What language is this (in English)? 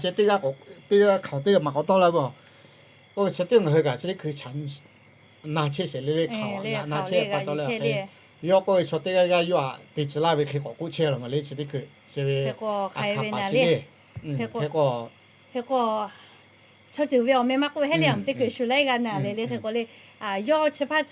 Lahu